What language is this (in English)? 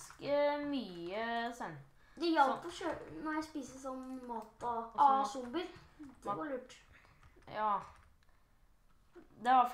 Norwegian